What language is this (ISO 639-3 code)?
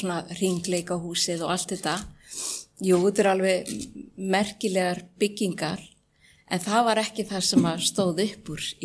isl